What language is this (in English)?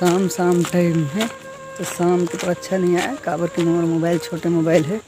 Chhattisgarhi